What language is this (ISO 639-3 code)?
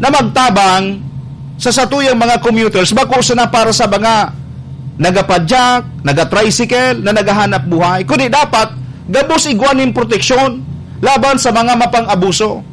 bik